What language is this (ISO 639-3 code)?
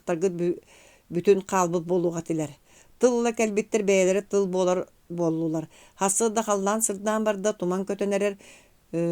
sah